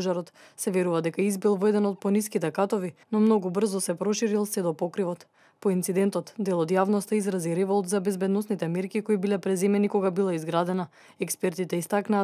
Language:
Macedonian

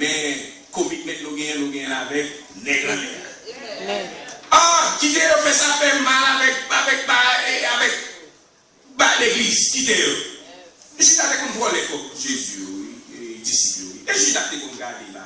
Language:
Haitian Creole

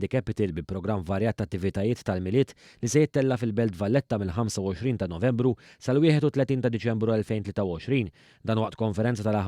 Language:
Maltese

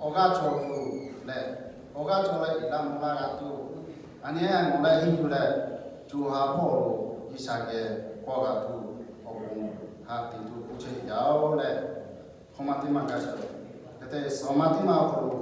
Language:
Lahu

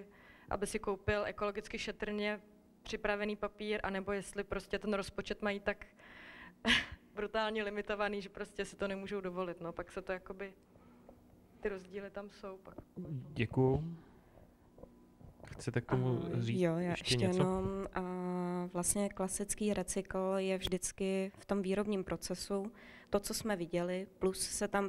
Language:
Czech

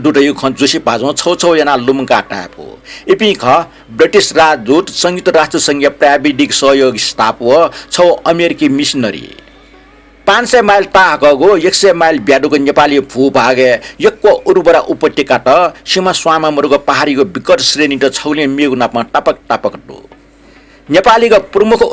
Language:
Newari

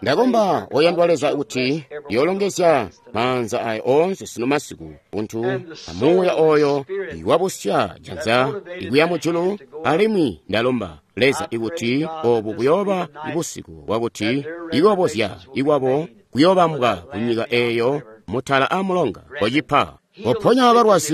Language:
Tonga (Zambia)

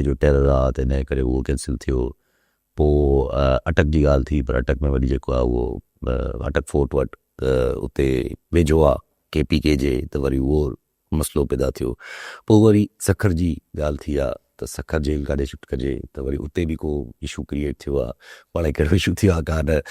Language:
Sindhi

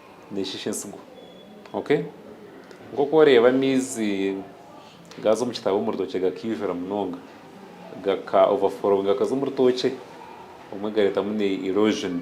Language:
Nyankole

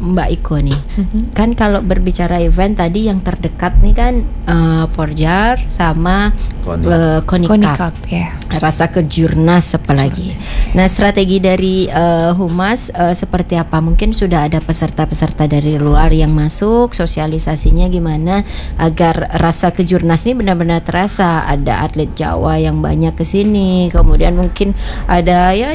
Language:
Indonesian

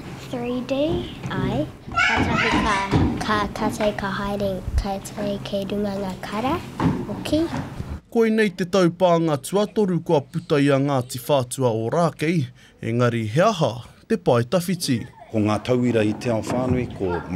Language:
Māori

